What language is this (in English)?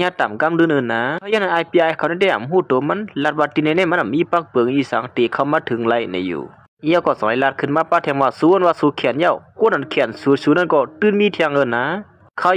Shan